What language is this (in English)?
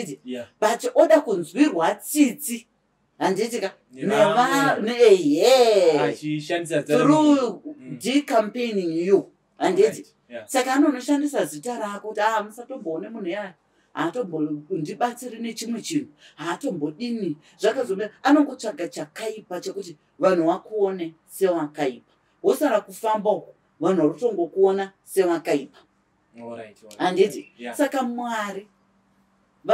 Shona